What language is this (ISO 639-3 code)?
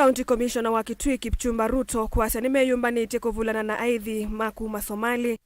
kam